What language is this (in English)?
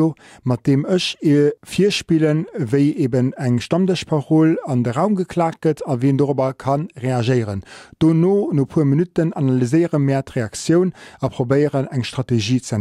Luxembourgish